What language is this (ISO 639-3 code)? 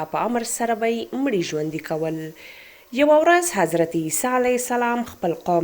pus